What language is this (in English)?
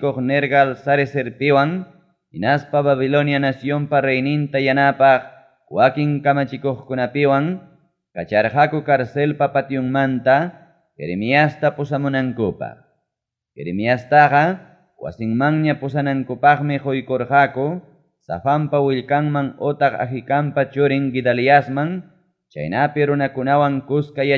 Ayacucho Quechua